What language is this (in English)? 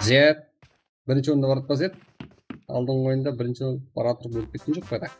Kara-Kalpak